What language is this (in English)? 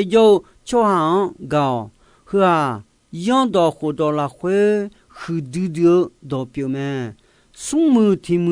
Akha